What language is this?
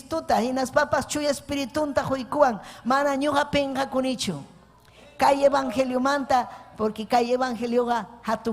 Ayacucho Quechua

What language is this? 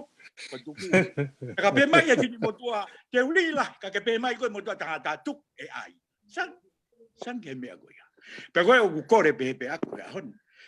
Tongan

